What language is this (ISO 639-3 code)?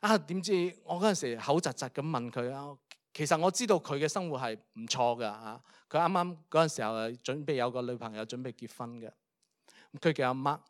yue